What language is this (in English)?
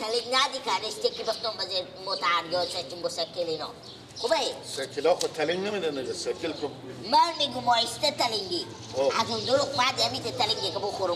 Persian